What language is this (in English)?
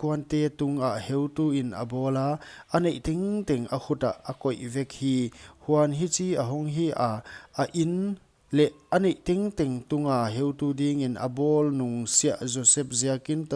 Paite Chin